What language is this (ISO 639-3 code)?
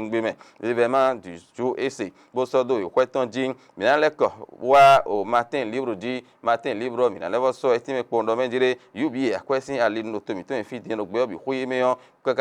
fon